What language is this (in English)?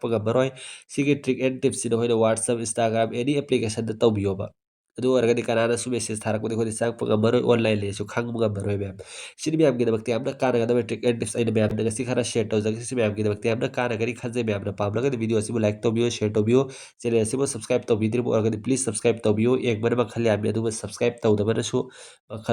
Manipuri